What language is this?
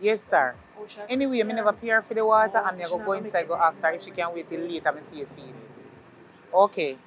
Jamaican Creole English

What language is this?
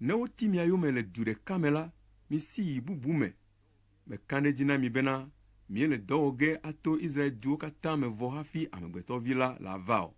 Ewe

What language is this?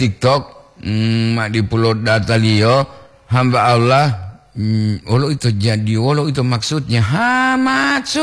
Gorontalo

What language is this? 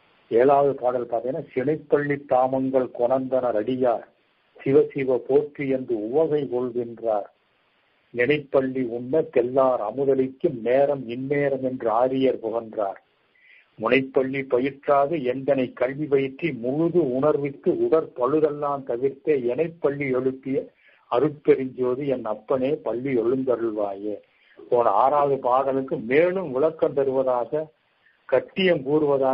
Tamil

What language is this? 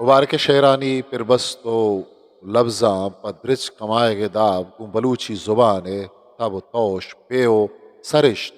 Eastern Balochi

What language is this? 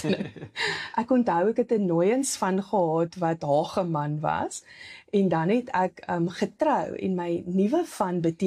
Afrikaans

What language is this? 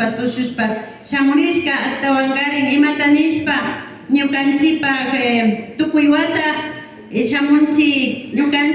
Imbabura Highland Quichua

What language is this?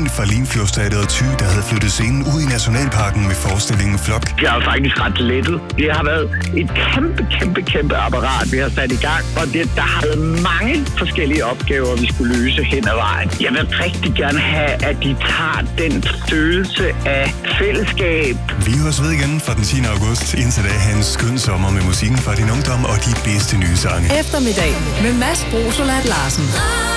Danish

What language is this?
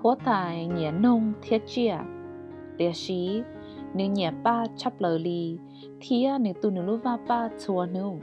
Hmong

